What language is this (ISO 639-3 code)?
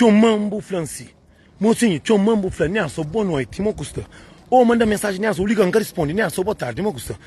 kea